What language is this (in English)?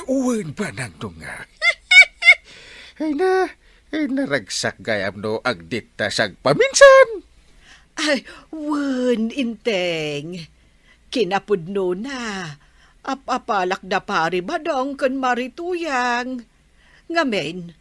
Iloko